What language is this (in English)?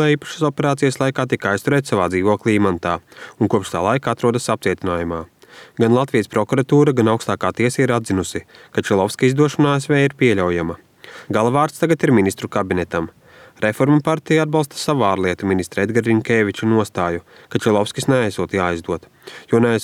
Latvian